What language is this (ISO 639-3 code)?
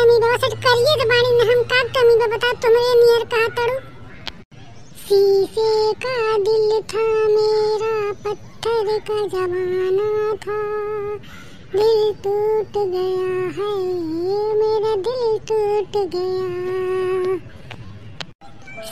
bho